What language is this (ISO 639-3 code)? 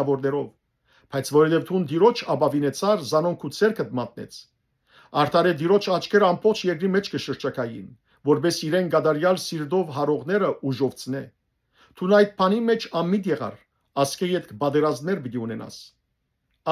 hyw